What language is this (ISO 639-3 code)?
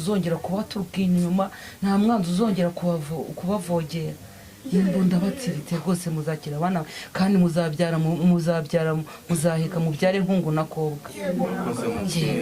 kin